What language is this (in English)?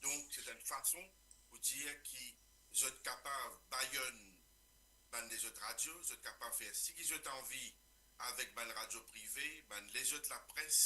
Morisyen